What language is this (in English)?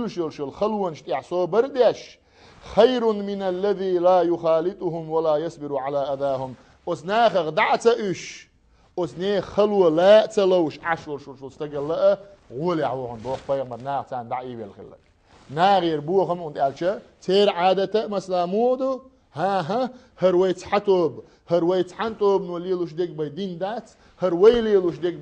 Chechen